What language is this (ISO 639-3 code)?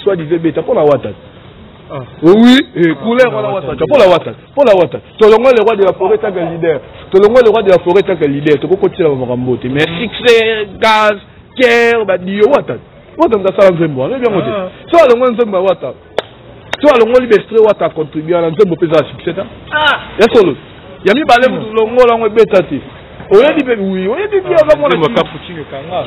lin